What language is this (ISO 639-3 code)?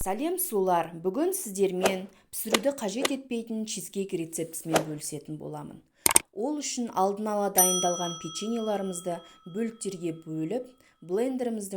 kaz